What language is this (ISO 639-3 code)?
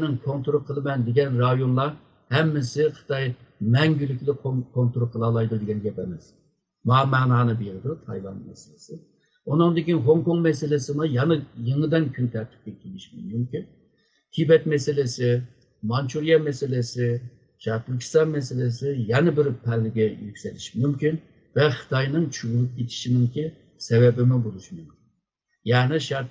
uig